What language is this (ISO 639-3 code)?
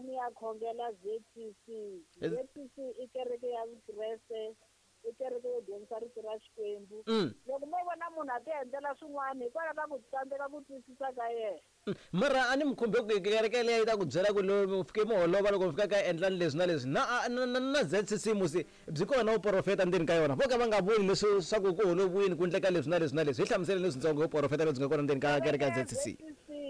tso